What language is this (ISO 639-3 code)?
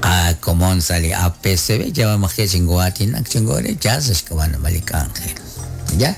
kek